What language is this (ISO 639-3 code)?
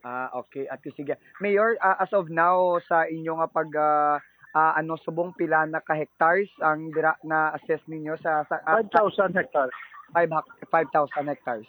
hil